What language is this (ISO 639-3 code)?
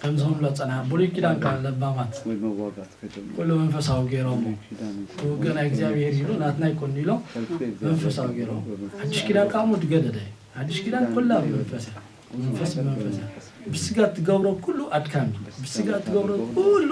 tir